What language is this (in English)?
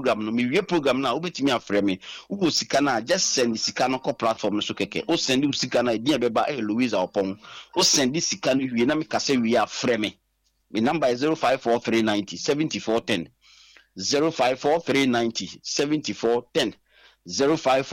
Akan